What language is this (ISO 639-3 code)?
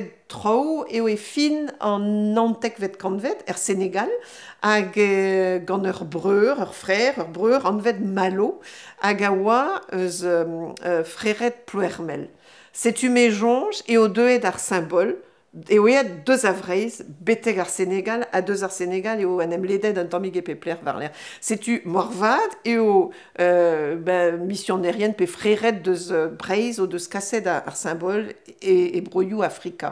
bre